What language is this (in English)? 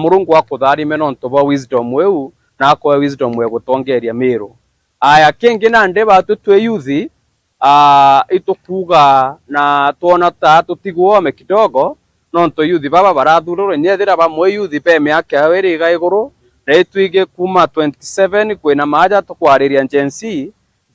Meru